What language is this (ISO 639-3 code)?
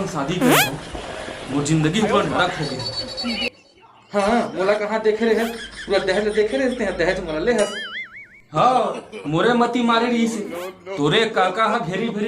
hne